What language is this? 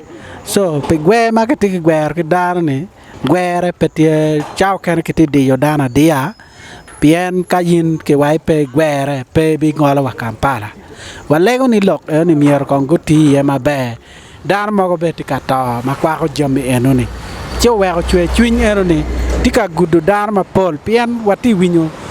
Acoli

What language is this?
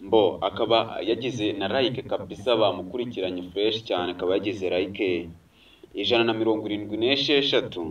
Kinyarwanda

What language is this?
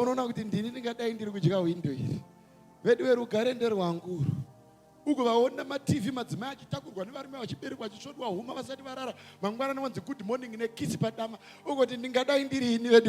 Shona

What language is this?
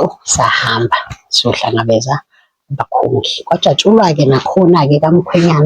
Zulu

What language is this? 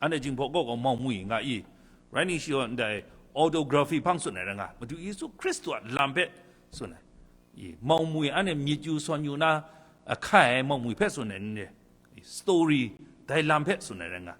Kachin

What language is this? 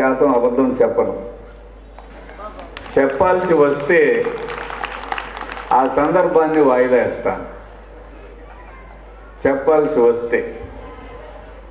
Telugu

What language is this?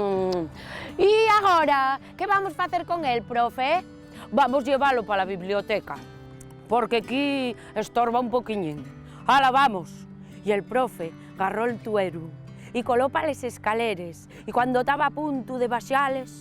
Asturian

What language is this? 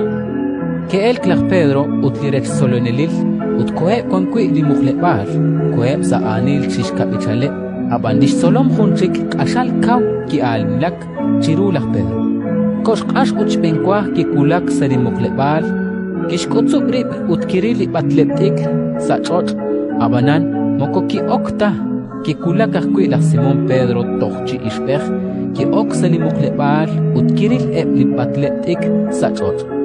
Kekchí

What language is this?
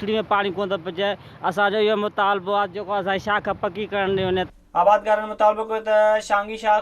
Sindhi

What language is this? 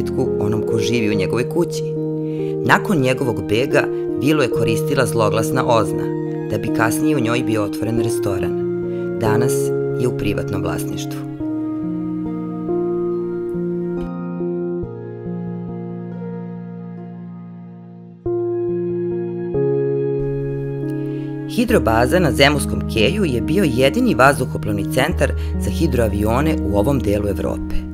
Serbian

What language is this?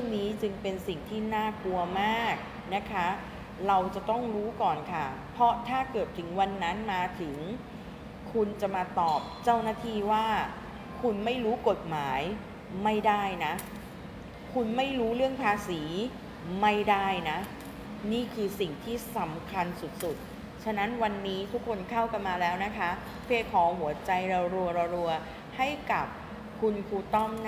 Thai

